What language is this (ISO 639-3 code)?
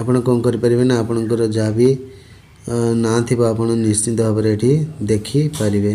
ori